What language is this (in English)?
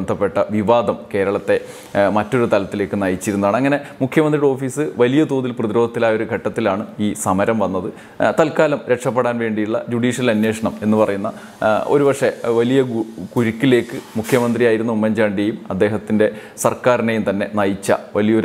Malayalam